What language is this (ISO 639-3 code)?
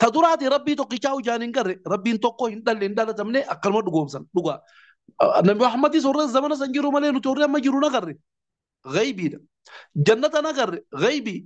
orm